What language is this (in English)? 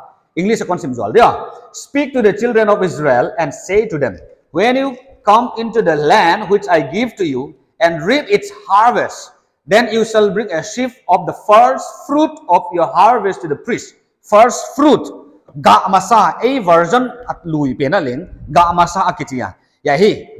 Paite Chin